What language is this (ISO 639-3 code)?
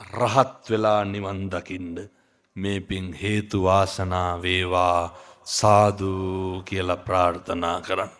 sin